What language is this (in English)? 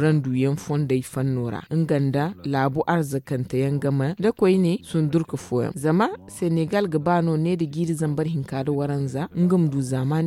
Zarma